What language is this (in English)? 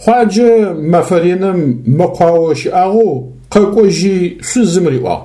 Adyghe